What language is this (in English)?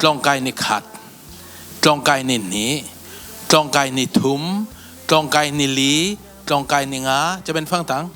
Falam Chin